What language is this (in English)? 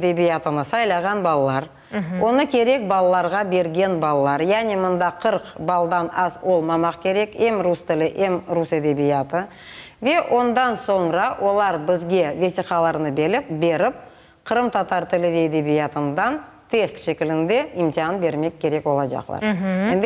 Crimean Tatar